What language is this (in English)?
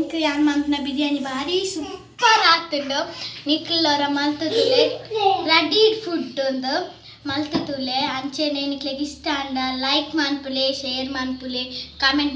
Tulu